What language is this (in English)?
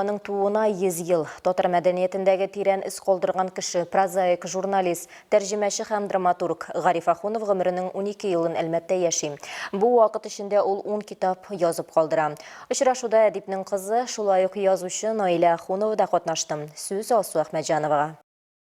Tatar